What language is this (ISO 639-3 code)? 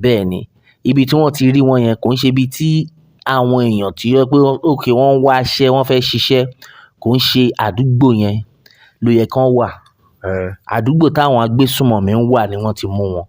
yor